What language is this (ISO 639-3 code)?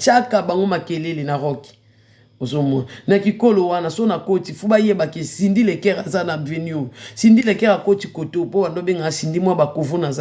lin